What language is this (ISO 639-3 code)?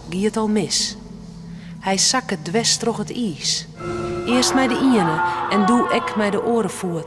fry